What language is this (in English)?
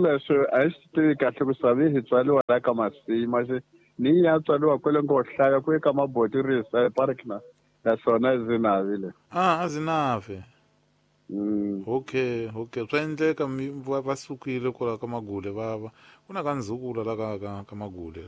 Tsonga